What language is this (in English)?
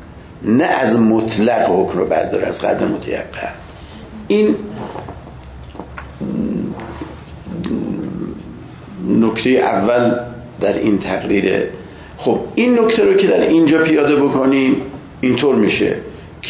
Persian